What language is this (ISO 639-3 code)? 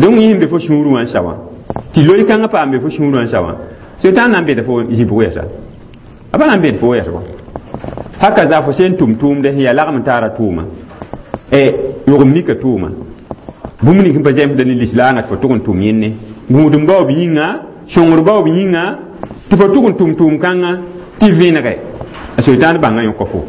mos